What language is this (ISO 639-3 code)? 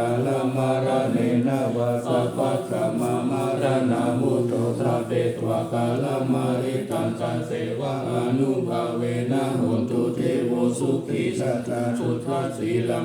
pli